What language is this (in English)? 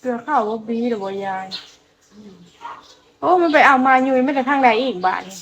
Lao